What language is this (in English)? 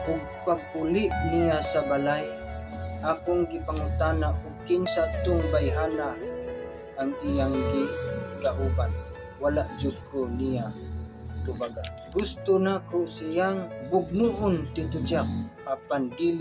Cebuano